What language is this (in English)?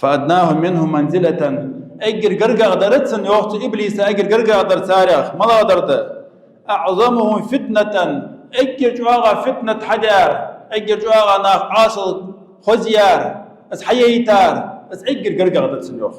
Ingush